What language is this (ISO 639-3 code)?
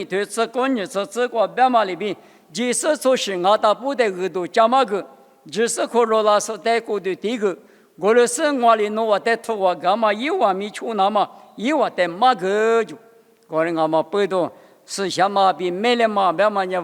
lis